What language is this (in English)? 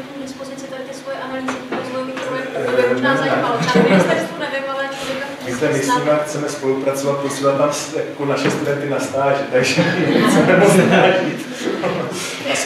Czech